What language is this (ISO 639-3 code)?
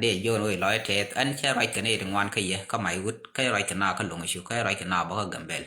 nus